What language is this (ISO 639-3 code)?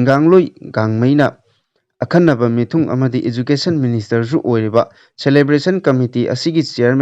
mni